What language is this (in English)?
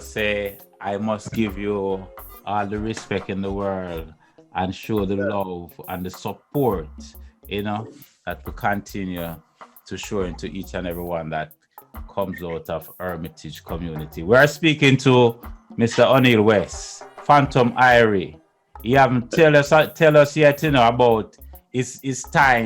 Jamaican Creole English